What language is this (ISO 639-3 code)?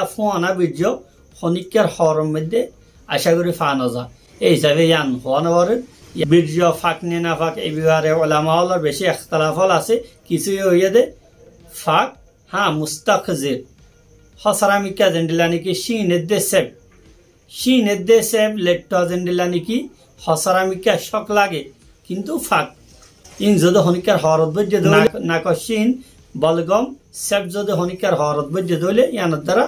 rhg